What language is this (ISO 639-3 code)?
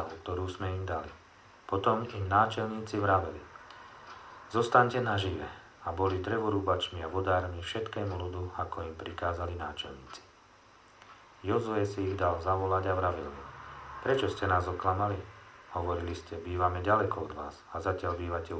slk